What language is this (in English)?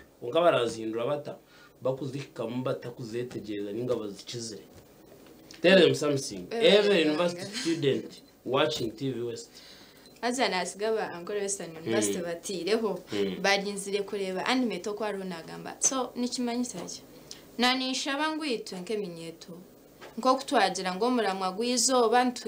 Nyankole